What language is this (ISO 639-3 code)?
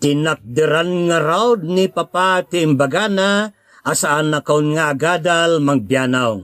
ilo